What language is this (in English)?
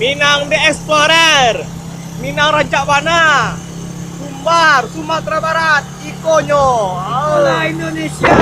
Minangkabau